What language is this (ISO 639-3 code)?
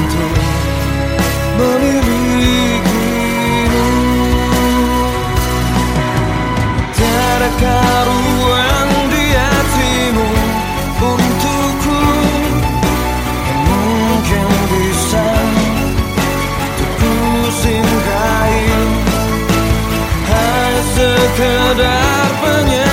ind